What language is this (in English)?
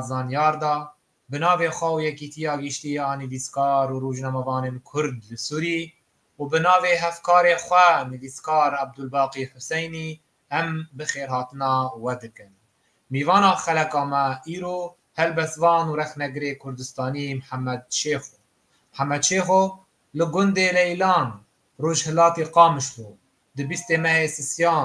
Kurdish